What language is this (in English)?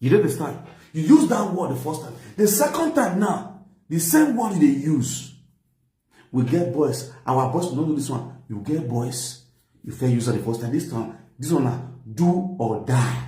Nigerian Pidgin